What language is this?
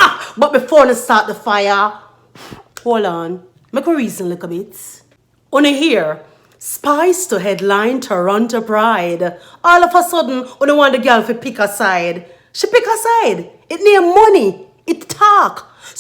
Jamaican Creole English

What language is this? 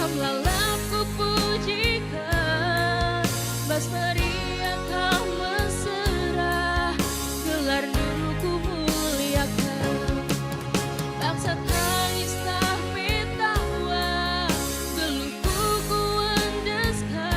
Batak Karo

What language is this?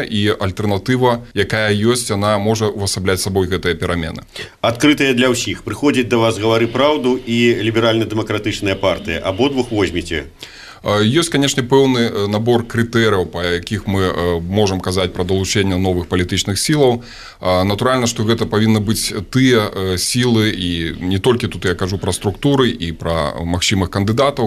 Belarusian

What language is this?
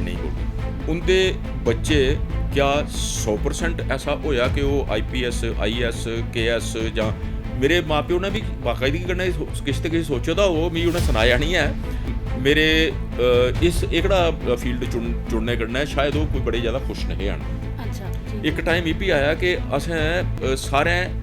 Dogri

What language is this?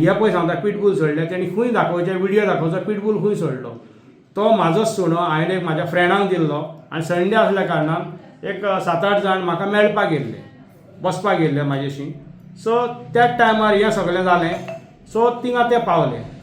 Konkani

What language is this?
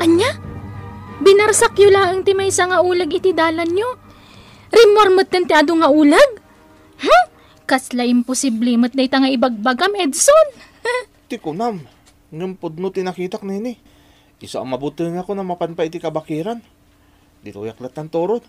Iloko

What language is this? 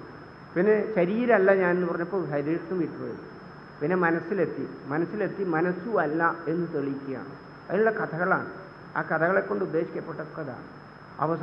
Malayalam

